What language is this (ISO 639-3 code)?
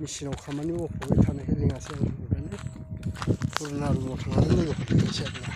brx